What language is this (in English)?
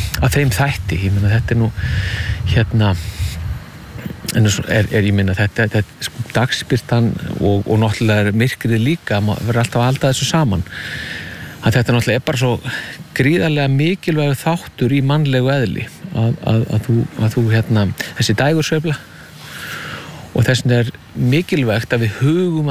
Icelandic